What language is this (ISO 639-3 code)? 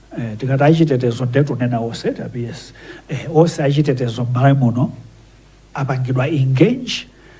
nya